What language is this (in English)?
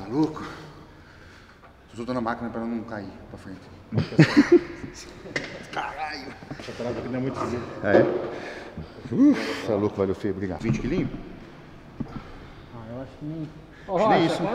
Portuguese